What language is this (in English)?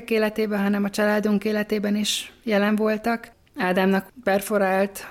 Hungarian